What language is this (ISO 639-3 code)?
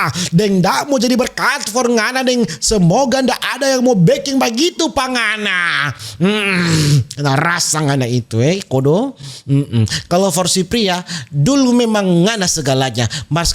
xmm